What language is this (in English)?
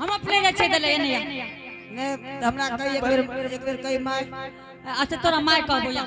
Angika